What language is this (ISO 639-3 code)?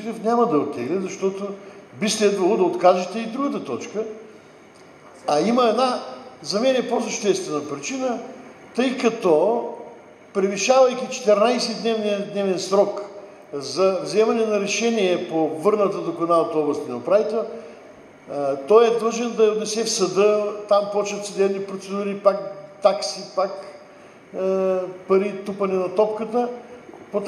bul